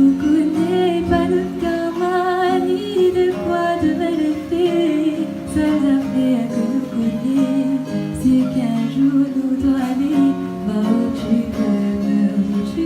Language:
Réunion Creole French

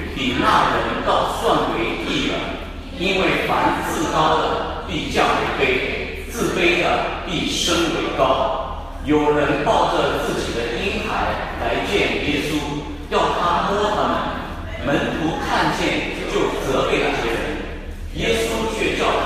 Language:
Chinese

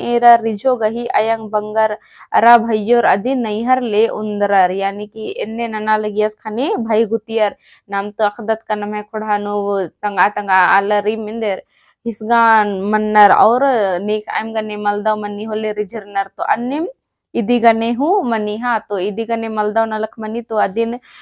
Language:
Kurukh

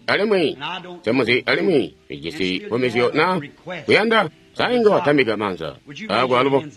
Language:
Tonga (Zambia)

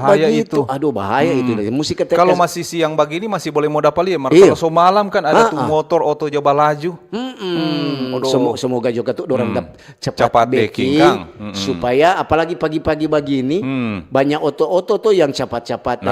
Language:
Manado Malay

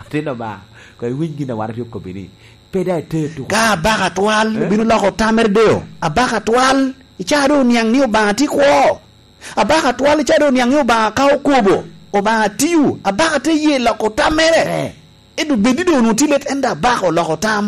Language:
Lango (Uganda)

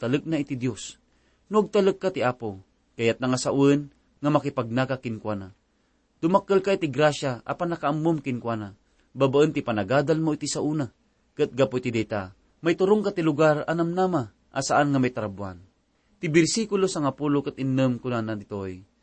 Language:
Iloko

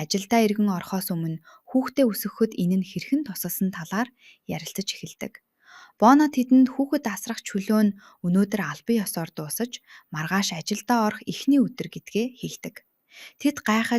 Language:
Mongolian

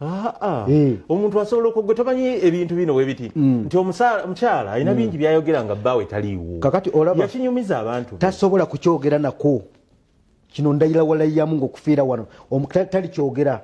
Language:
Ganda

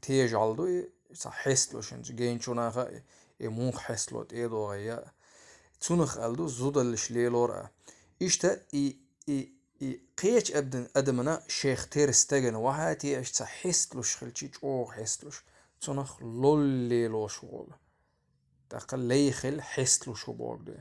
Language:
Chechen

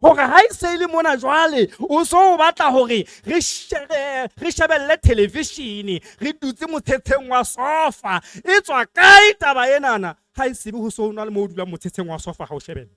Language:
Southern Sotho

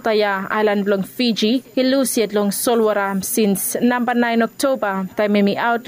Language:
Bislama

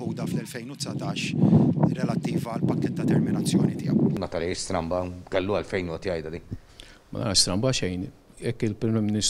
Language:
Maltese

